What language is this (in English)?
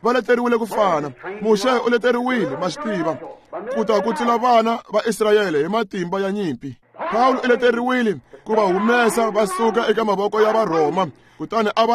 Tsonga